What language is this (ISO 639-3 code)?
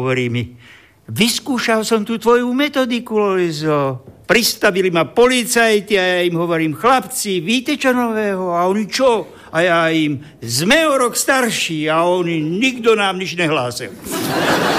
slk